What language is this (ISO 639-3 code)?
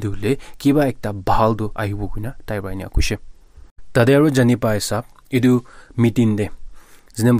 nag